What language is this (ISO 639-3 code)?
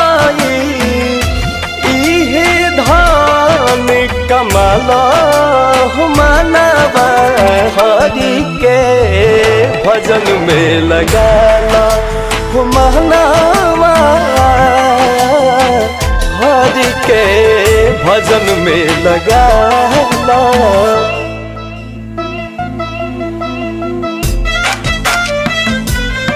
bho